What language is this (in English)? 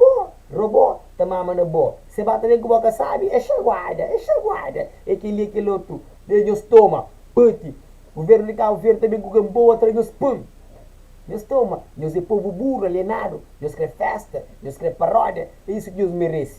Kabuverdianu